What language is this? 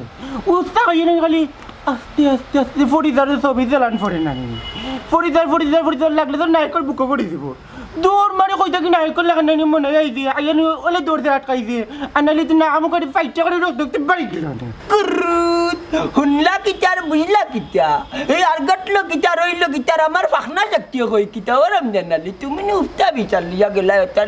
Sylheti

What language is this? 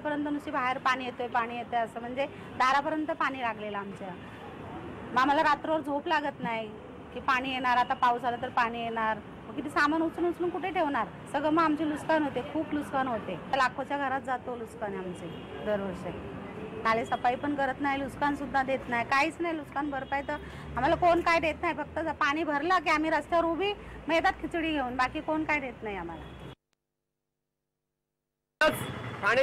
Marathi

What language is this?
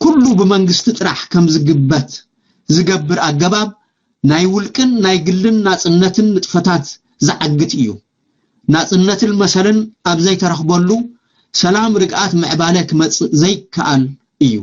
Tigrinya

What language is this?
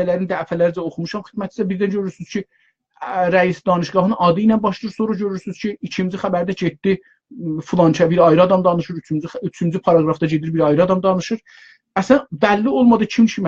South Azerbaijani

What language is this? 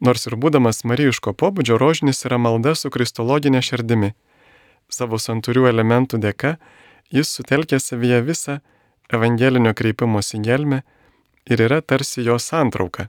Lithuanian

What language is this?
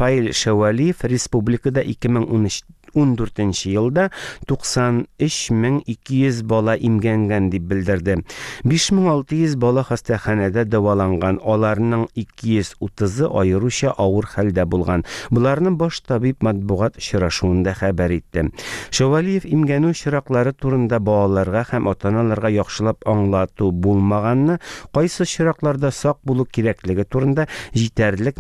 Tatar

